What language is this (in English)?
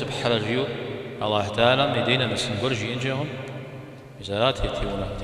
Kabardian